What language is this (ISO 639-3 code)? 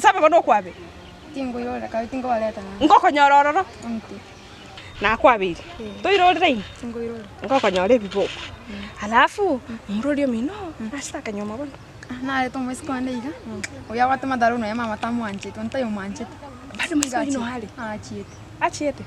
guz